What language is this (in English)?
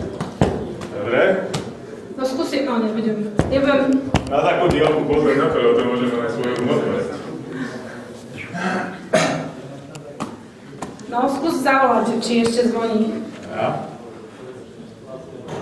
Slovak